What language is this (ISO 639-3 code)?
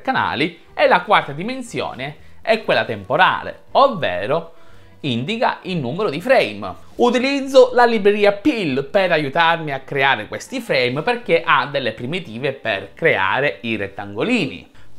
ita